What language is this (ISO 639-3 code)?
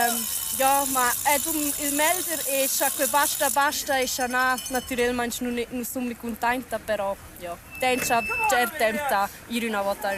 roh